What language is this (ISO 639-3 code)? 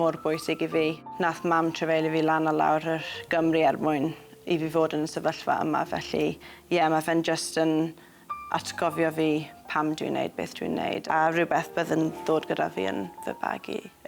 cym